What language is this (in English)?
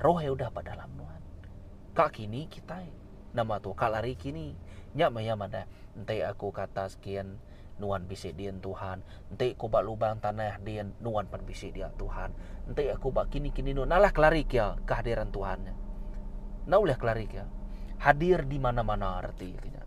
Iban